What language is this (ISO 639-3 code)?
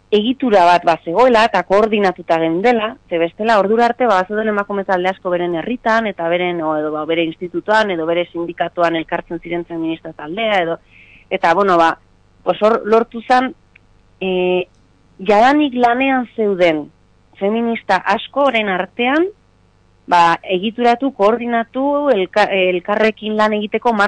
eus